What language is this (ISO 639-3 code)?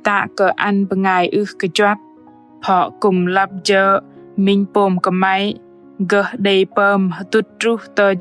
bdq